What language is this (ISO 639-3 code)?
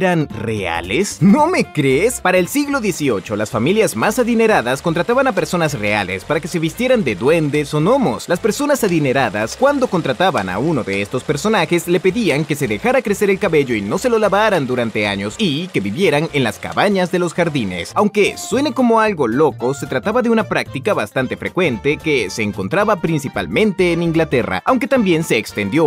spa